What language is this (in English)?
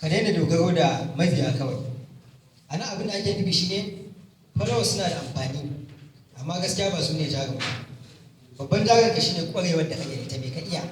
Hausa